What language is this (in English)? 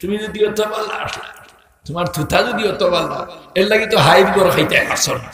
Sylheti